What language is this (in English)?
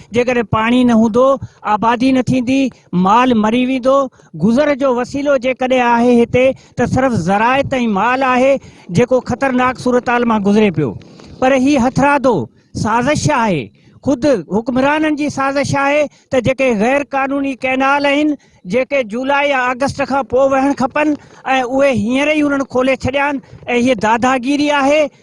Sindhi